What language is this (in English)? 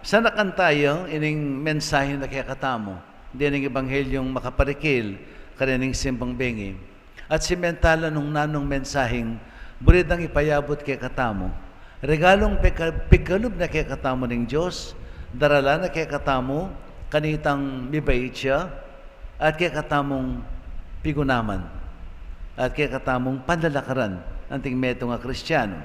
Pampanga